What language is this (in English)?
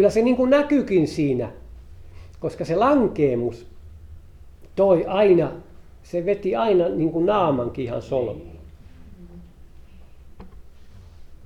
Finnish